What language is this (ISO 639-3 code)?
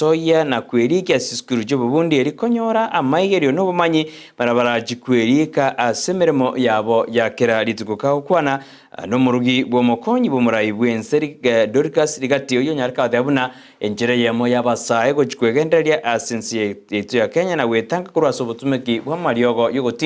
guz